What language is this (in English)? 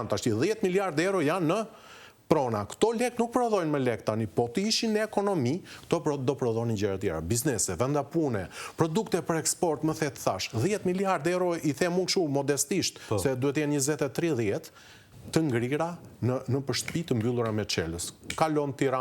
Albanian